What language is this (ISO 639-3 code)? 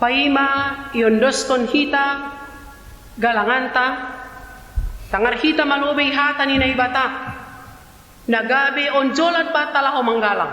bts